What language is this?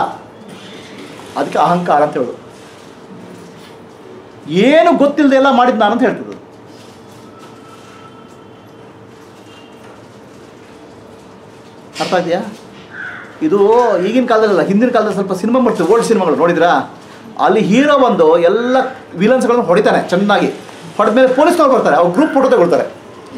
Kannada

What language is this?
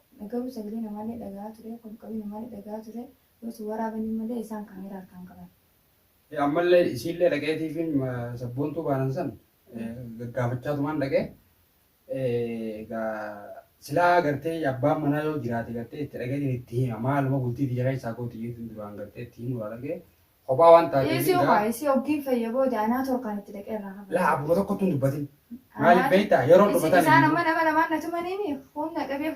Oromo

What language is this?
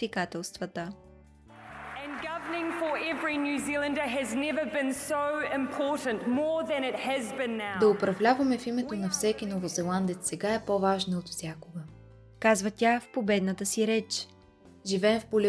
Bulgarian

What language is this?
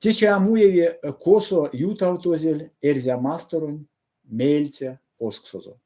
Erzya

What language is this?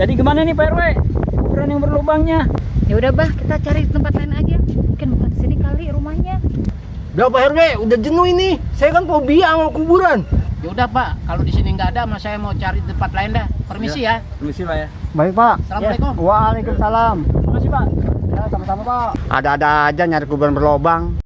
Betawi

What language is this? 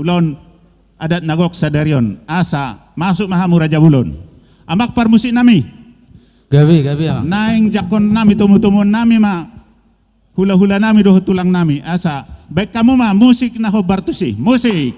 Batak Toba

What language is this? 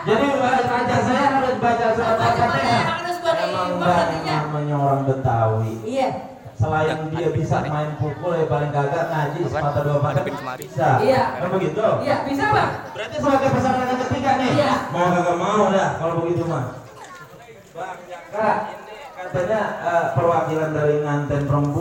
Betawi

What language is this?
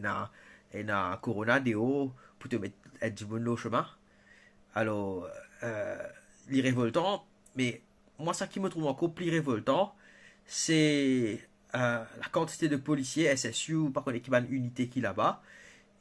Morisyen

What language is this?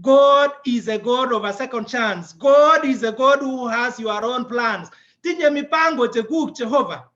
Kalenjin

